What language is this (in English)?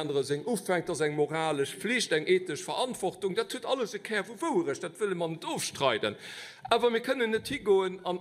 Luxembourgish